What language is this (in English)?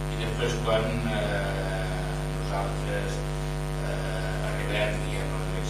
Catalan